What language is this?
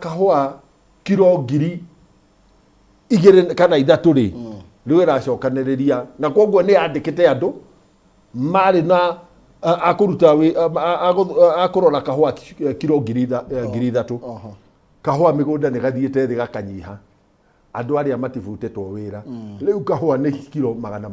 Kikuyu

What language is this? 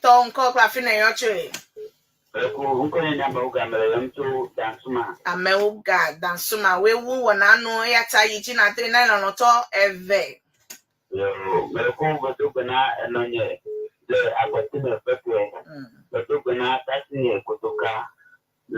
Ewe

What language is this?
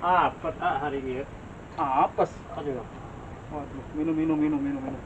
Betawi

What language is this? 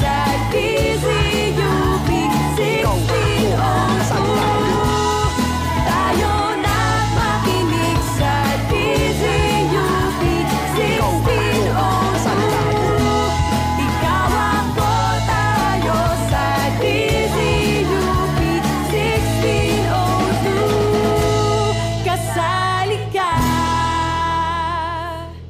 Filipino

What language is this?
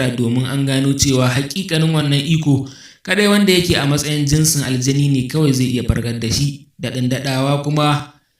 Hausa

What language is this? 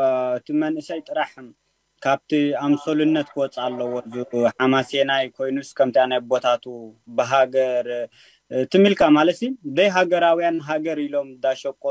Tigrinya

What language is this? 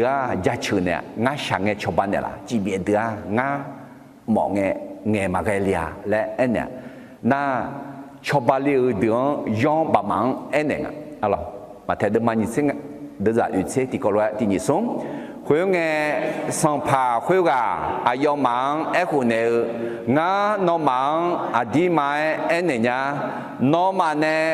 Akha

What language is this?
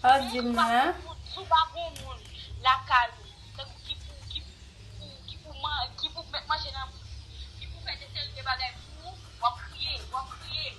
Haitian Creole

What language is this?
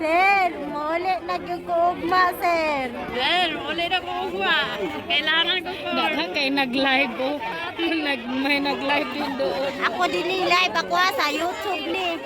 Cebuano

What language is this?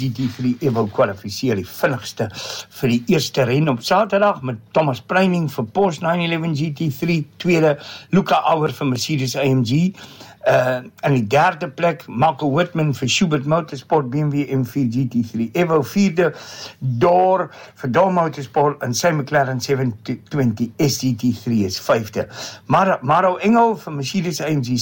Afrikaans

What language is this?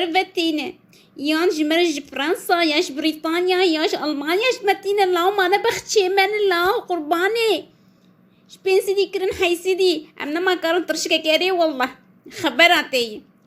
Kurdish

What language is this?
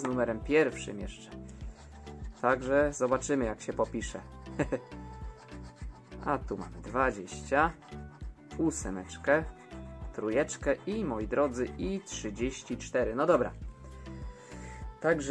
Polish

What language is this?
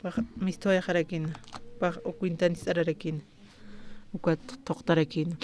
Aymara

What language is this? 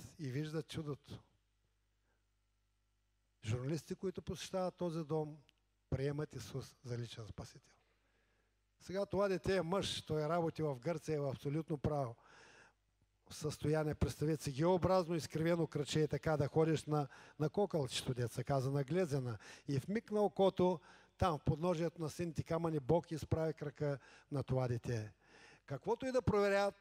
Bulgarian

